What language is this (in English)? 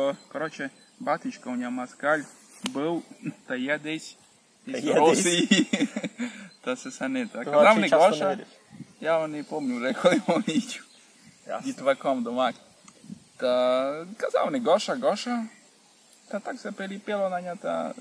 Rusyn